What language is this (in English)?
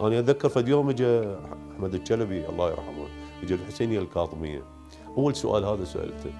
Mesopotamian Arabic